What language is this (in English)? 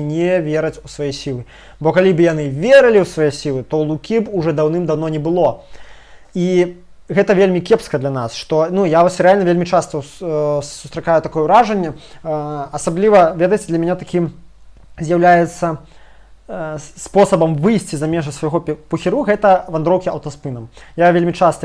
Belarusian